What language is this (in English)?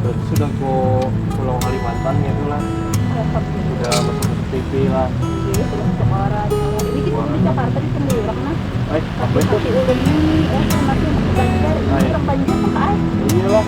Banjar